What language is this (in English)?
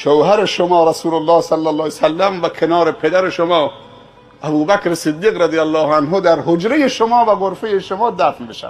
Persian